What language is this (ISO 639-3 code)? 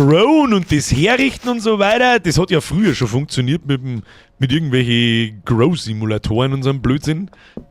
bar